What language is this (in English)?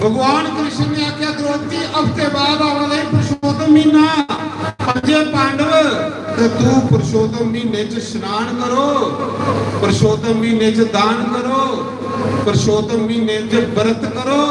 Dogri